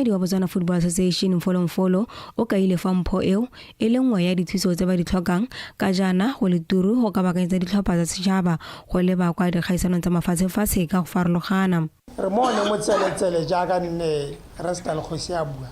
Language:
Tswana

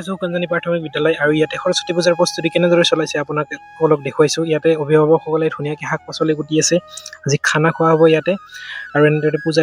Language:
Assamese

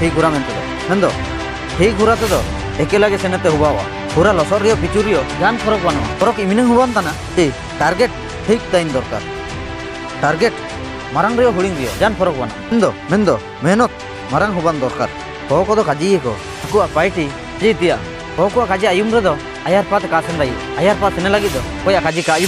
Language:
Ho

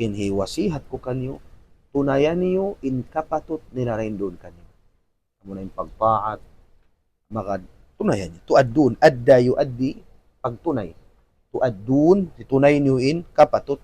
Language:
Tausug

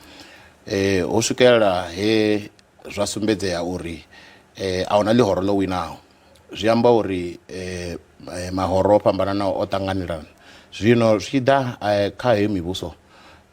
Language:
Venda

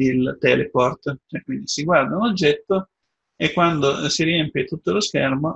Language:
Italian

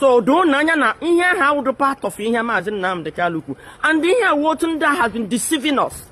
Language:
Igbo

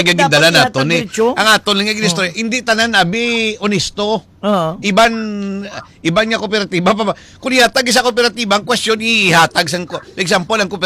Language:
Hiligaynon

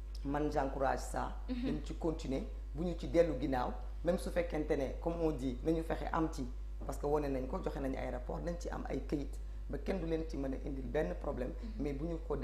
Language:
Wolof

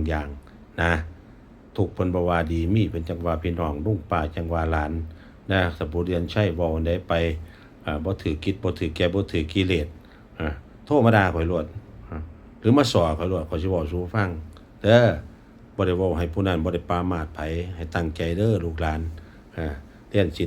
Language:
Northeastern Thai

